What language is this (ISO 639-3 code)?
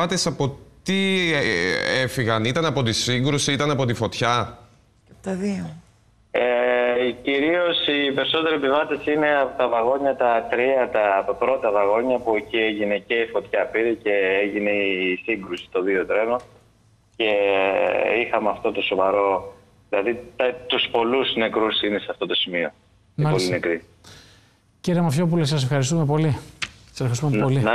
ell